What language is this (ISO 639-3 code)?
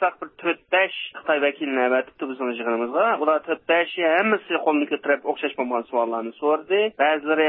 uig